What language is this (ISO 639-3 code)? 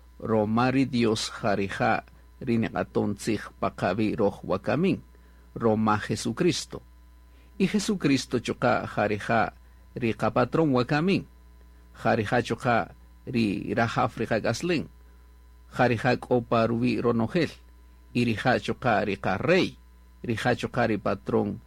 cak